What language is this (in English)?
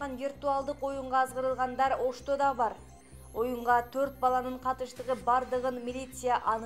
Kyrgyz